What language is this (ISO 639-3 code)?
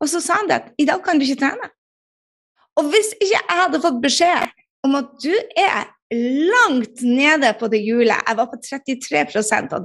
nor